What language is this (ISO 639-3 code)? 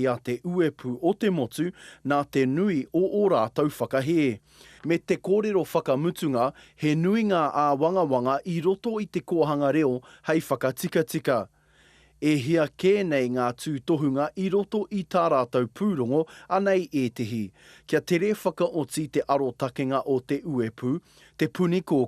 mri